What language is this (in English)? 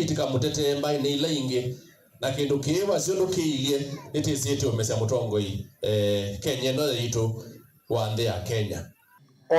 Kamba